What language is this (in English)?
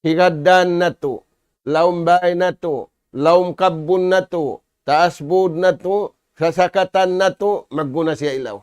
Tausug